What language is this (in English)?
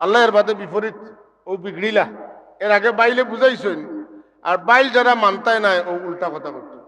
Sylheti